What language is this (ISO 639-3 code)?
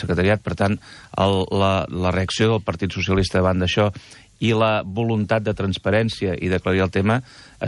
cat